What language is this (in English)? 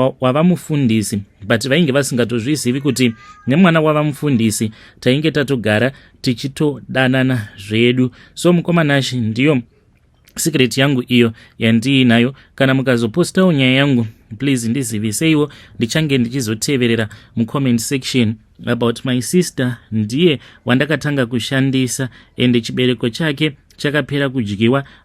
Shona